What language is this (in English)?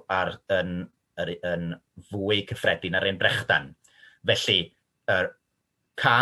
Welsh